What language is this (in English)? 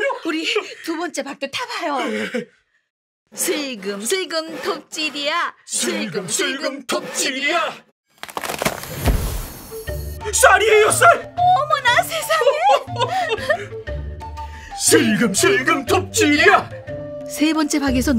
Korean